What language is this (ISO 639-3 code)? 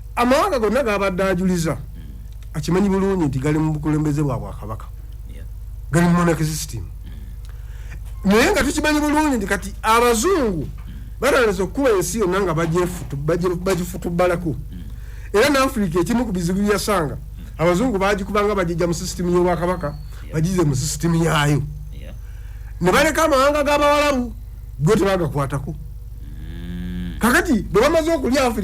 lug